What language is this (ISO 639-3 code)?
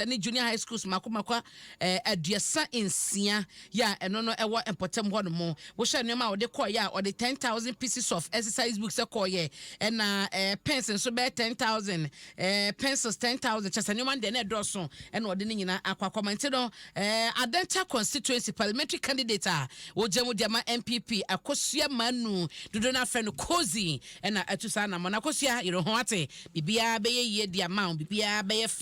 aka